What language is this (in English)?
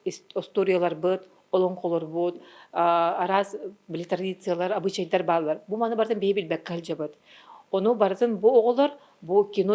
Yakut